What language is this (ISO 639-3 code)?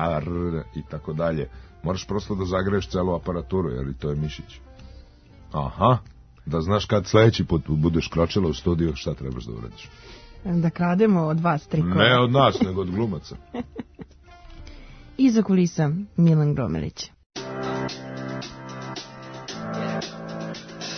srp